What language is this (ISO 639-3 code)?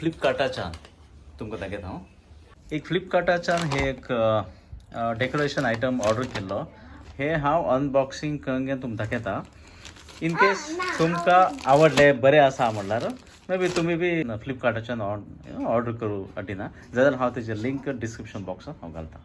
kok